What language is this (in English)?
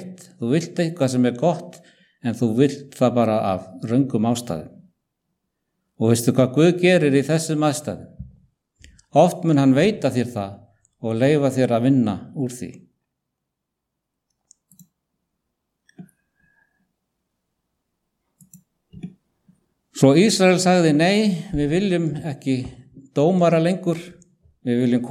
Icelandic